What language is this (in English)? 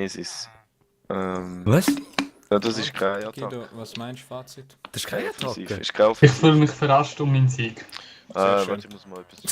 Swiss German